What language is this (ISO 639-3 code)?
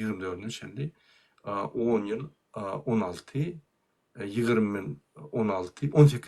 tuk